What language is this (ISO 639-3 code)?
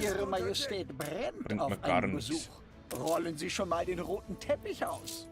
bar